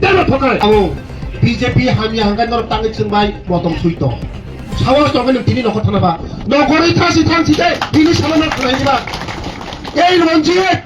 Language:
Kok Borok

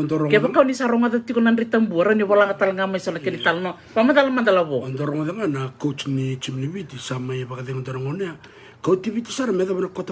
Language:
Fijian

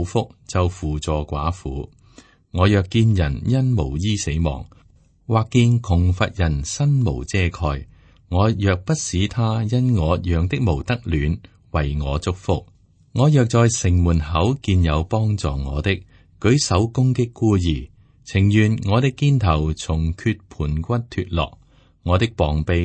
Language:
Cantonese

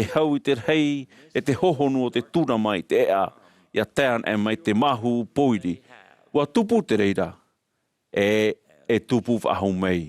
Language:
Tahitian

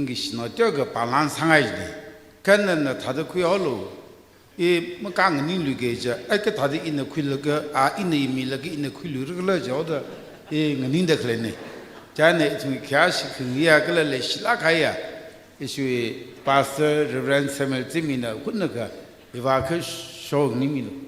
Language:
Tangkhul Naga (India)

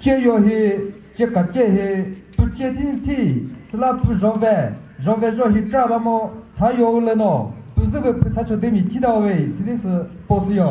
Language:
Chokri Naga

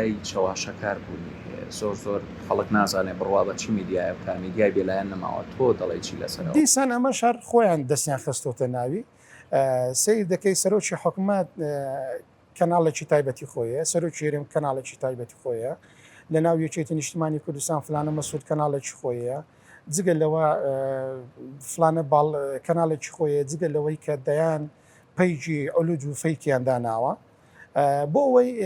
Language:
Central Kurdish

